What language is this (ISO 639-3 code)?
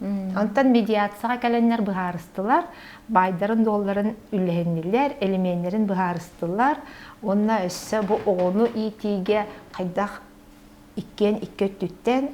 sah